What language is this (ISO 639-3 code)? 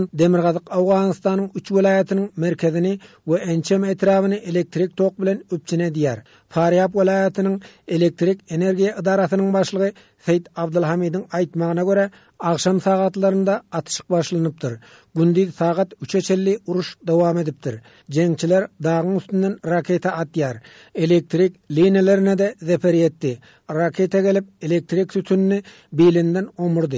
tuk